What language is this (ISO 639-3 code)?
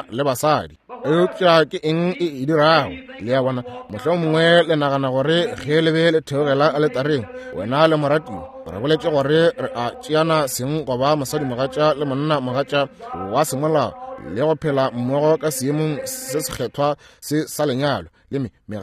nso